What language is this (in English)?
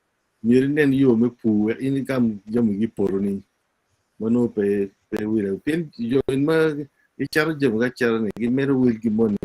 Acoli